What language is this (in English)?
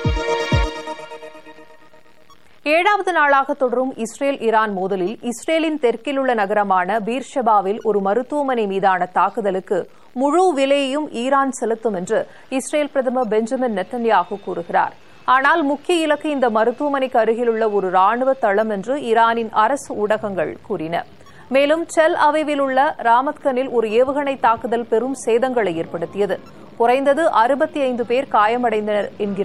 Tamil